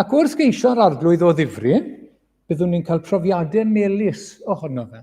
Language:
Welsh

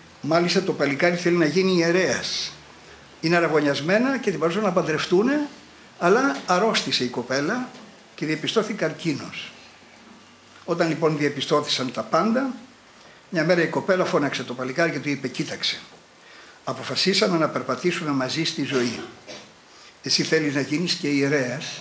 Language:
Greek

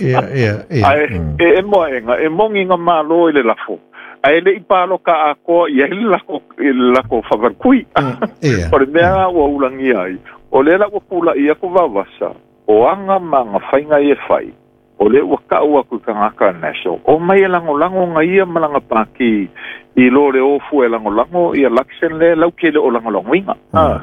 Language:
Samoan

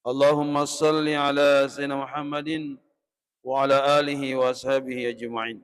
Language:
Buginese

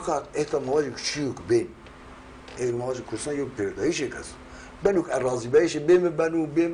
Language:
Zaza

